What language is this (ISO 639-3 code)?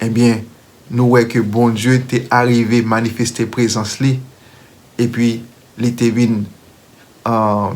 hat